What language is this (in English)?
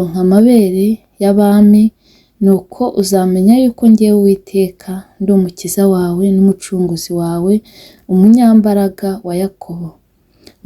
Kinyarwanda